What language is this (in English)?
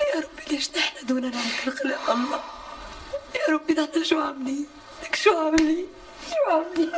North Levantine Arabic